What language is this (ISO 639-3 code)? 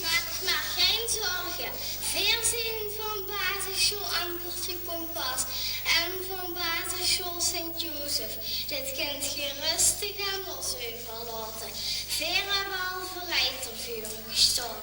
lim